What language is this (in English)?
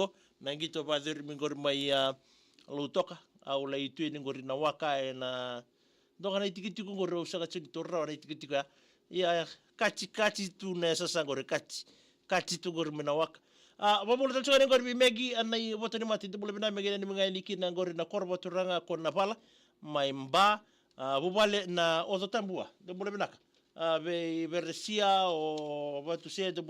Fijian